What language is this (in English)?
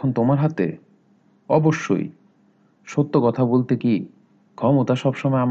Bangla